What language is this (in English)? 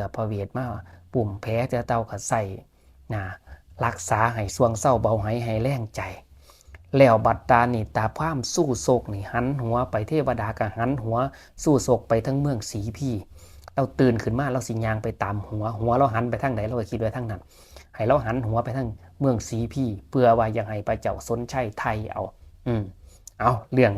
Northeastern Thai